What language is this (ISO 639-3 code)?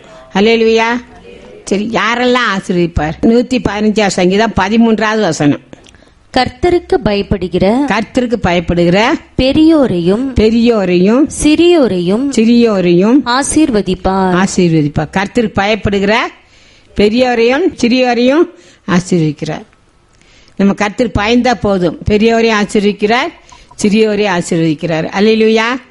tam